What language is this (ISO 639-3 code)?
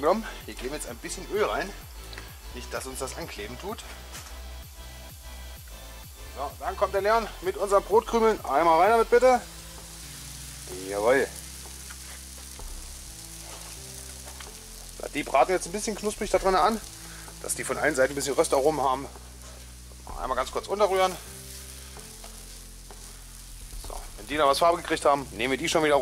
deu